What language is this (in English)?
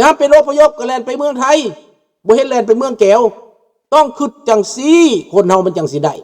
Lao